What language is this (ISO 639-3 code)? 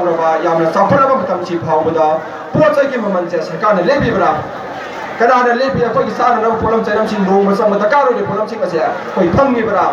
mni